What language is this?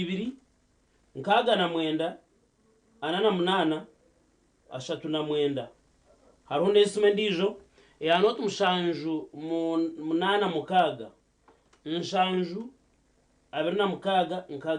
Nyankole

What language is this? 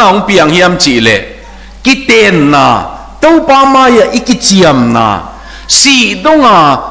Tedim Chin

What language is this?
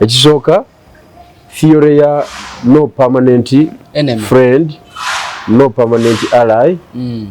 Ganda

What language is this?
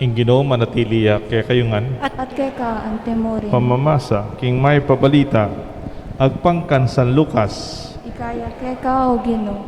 Pampanga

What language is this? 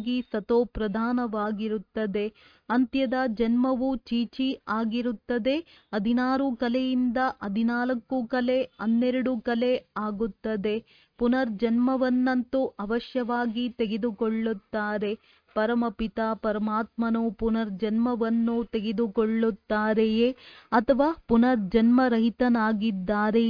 Kannada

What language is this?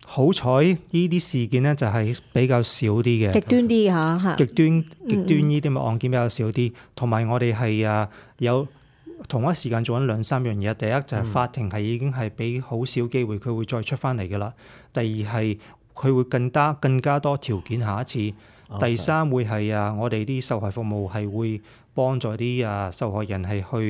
Cantonese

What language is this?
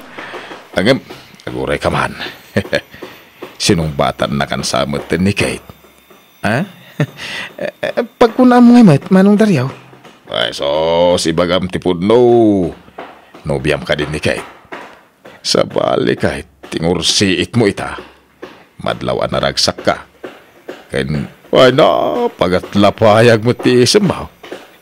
Iloko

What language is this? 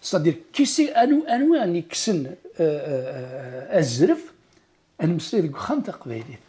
Kabyle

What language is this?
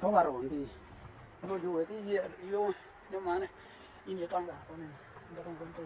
Western Dani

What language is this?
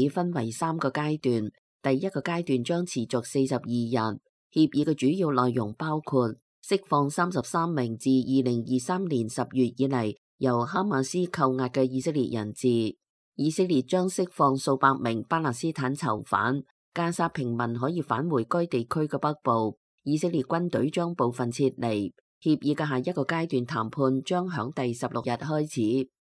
Cantonese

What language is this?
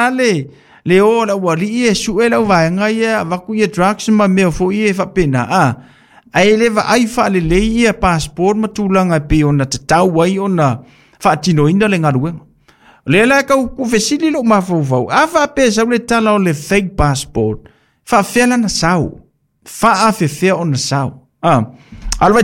Samoan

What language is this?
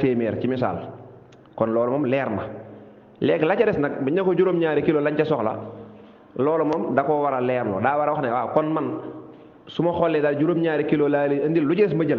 Wolof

